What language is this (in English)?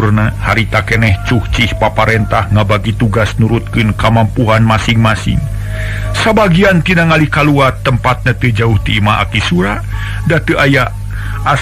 Sundanese